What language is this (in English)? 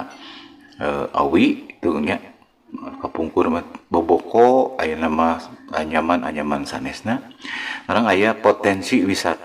Sundanese